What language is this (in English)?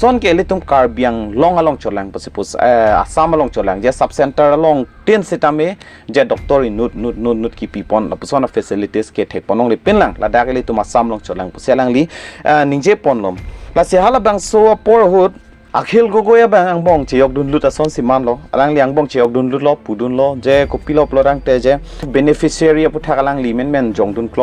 Karbi